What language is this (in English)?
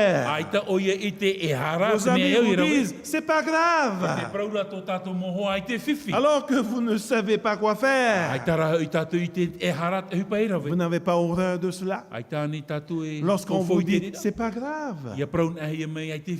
Tahitian